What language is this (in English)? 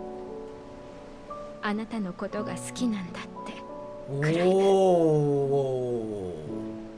Japanese